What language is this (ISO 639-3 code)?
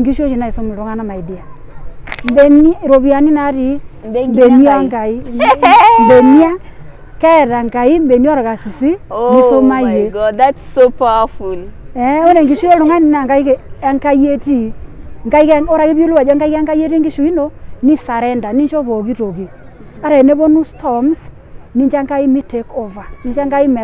mas